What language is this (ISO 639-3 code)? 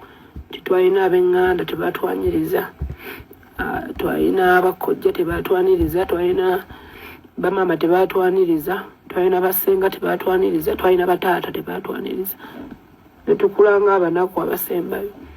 lug